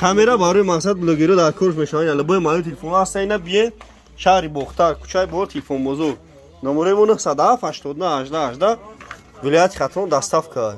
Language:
Tajik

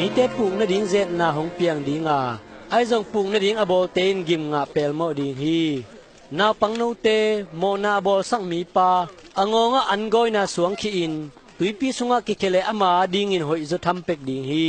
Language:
Tedim Chin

